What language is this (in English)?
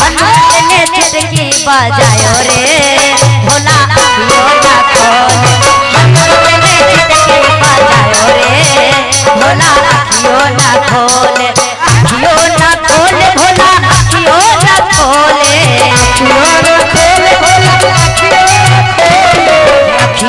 Magahi